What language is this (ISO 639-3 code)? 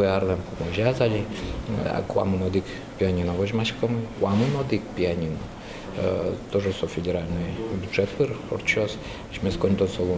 udm